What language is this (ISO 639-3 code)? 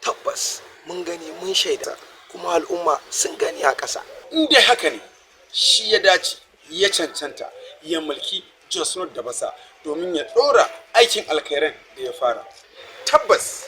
hau